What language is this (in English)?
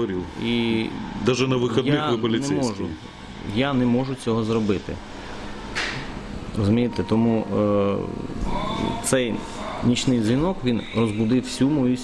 Ukrainian